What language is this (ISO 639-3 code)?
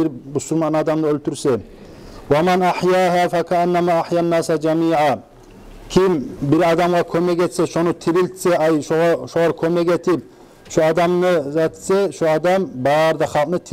kum